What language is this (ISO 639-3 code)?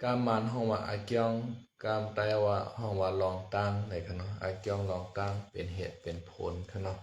shn